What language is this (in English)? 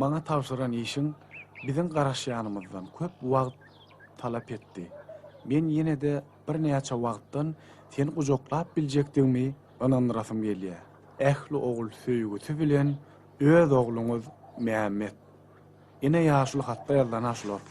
Turkmen